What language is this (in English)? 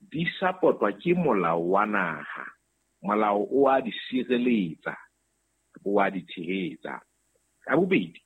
Southern Sotho